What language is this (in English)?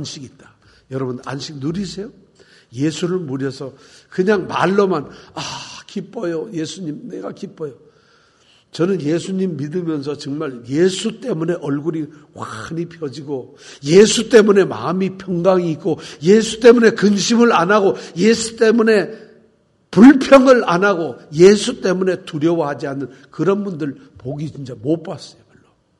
Korean